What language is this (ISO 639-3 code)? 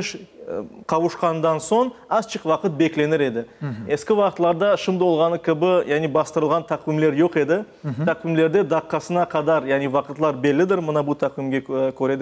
crh